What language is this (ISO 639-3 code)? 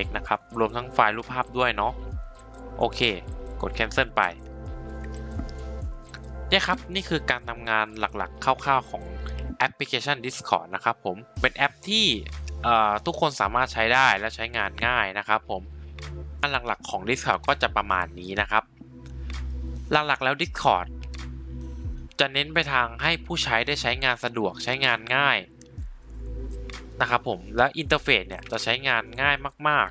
tha